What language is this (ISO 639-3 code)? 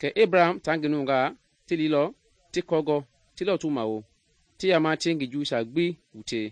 men